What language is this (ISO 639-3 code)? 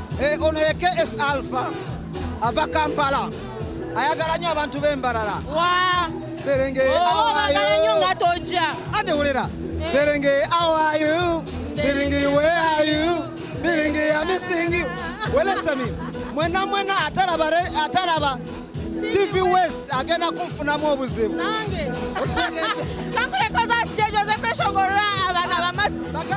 nyn